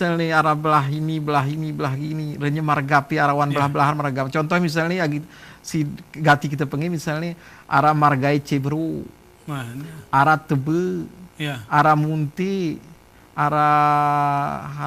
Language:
Gayo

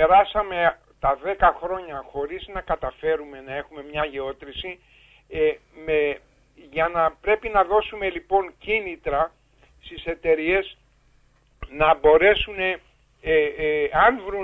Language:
Greek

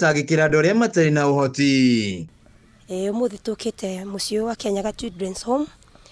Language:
Kikuyu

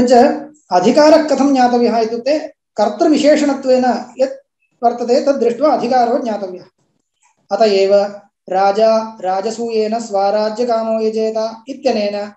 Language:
Sanskrit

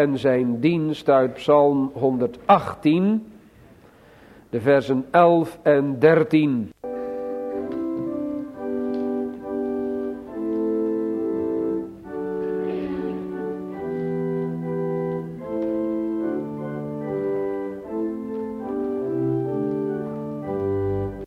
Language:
Dutch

